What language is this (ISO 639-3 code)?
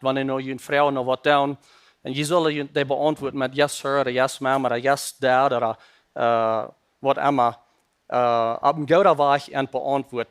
pdt